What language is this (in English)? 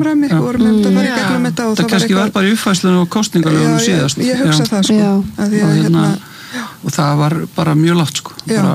Icelandic